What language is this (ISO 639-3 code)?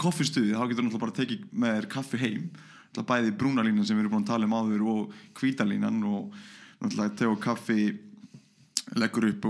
isl